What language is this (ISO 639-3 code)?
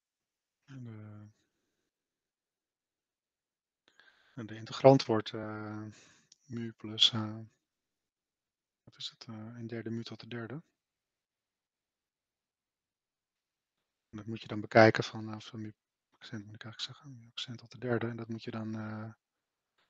nld